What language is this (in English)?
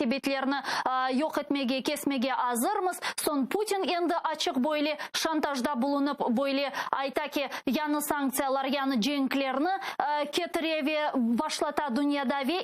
Crimean Tatar